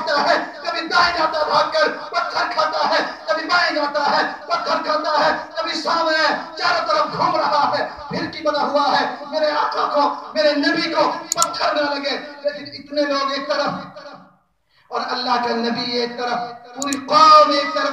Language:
Urdu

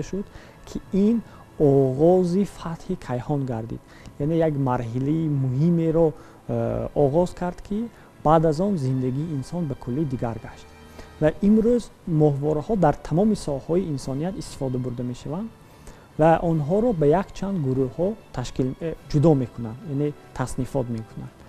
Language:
Tajik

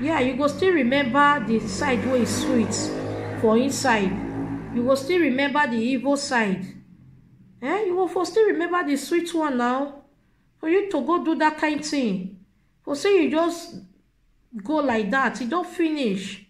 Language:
Nigerian Pidgin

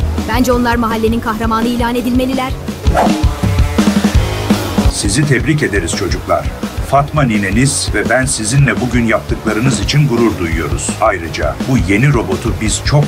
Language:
Turkish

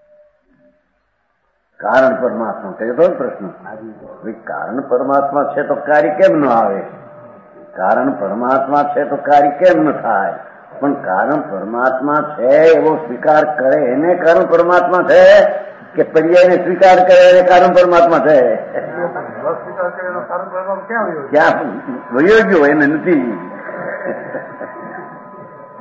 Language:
Gujarati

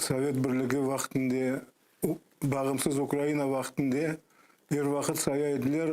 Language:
Crimean Tatar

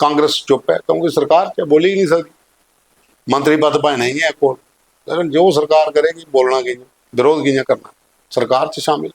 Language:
Dogri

